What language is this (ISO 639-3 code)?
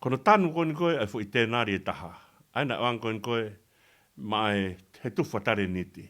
ton